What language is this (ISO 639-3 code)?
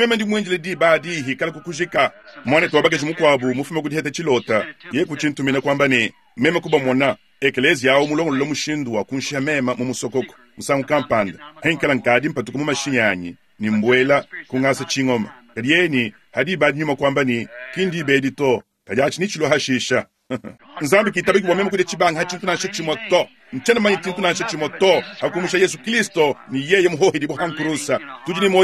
lua